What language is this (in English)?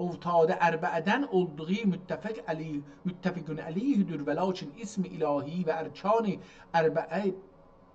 South Azerbaijani